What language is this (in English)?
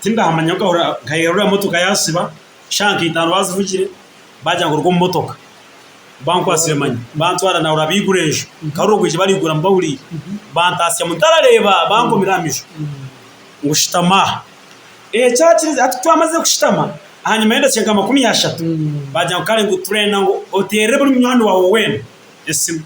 Nyankole